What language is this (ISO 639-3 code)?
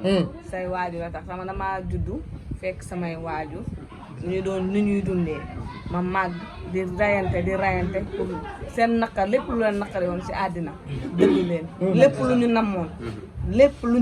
wol